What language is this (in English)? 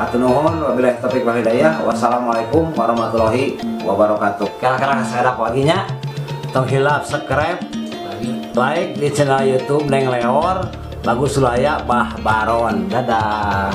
Sundanese